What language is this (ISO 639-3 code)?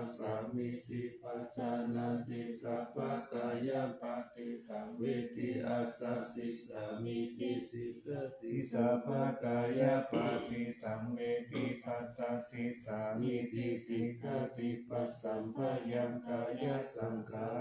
pli